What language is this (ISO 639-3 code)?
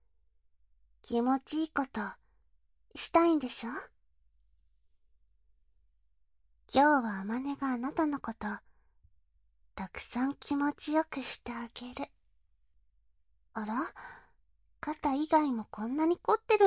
jpn